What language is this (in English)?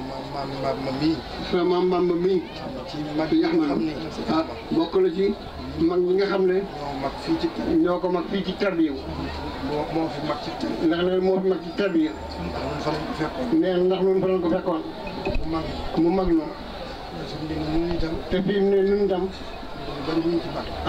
Wolof